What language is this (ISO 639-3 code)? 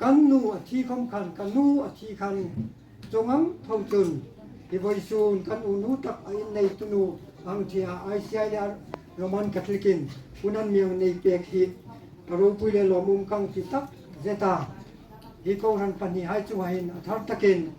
hmr